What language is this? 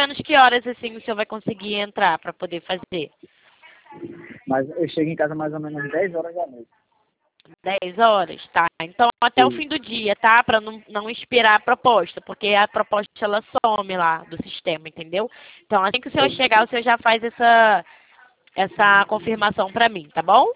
Portuguese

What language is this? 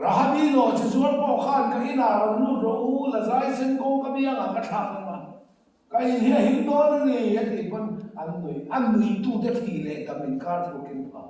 Mizo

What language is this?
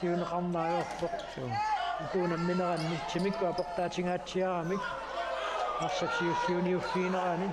Kalaallisut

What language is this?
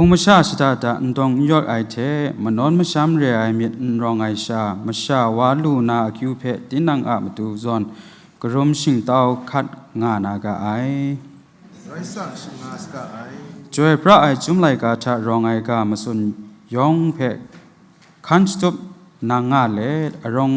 Kachin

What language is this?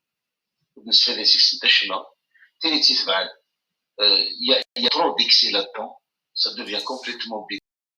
Kabyle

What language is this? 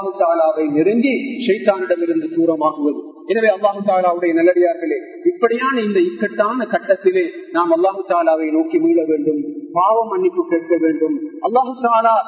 Tamil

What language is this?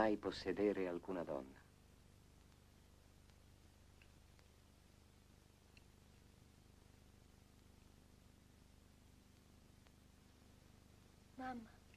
Italian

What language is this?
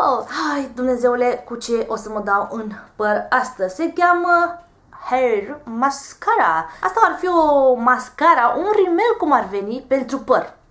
Romanian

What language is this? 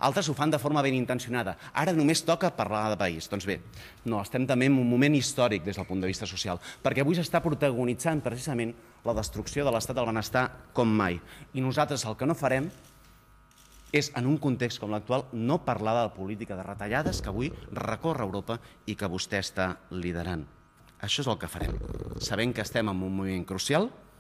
Catalan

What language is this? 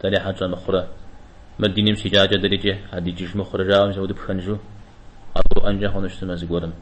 Kabardian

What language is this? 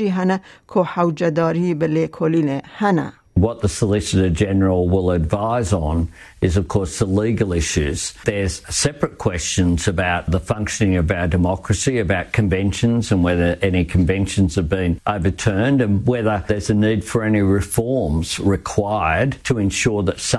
Kurdish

